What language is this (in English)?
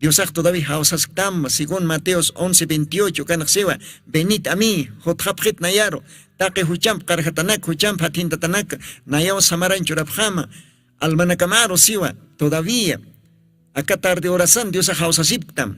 Aymara